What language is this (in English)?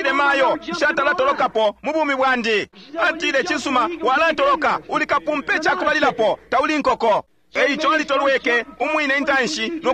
Bemba